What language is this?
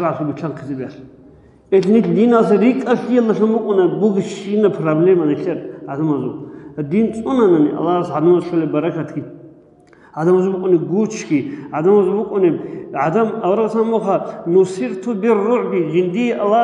Avaric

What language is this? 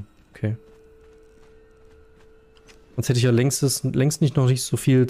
German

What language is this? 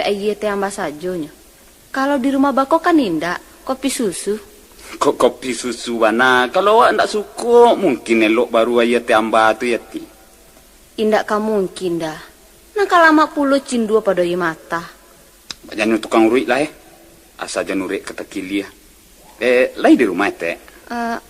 Minangkabau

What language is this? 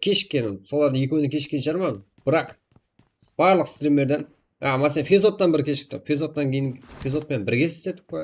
Kara-Kalpak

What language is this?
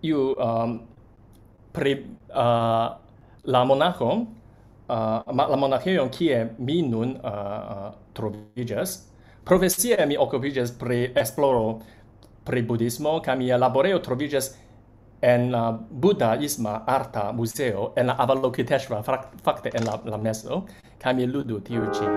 Esperanto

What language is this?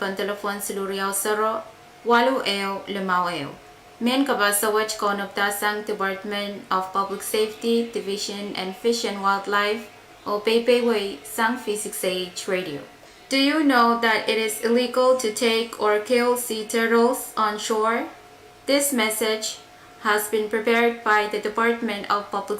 Pohnpeian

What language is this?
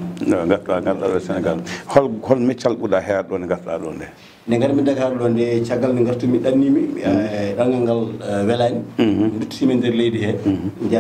Fula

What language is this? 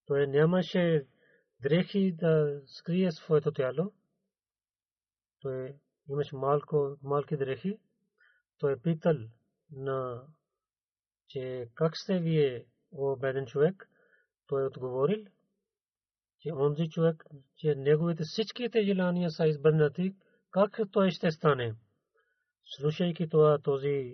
Bulgarian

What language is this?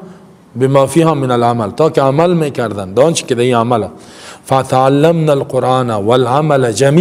Persian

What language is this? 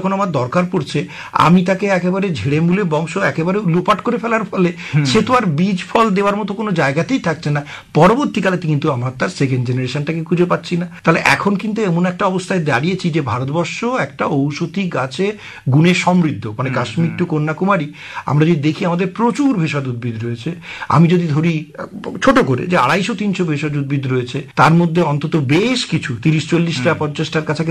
Bangla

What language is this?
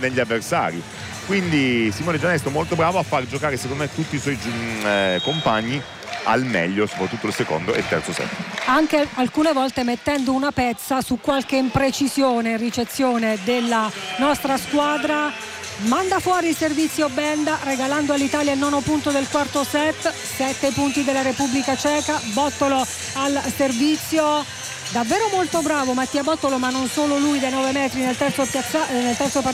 Italian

